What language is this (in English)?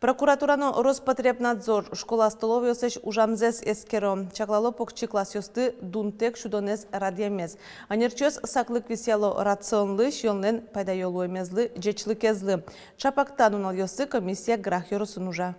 Udmurt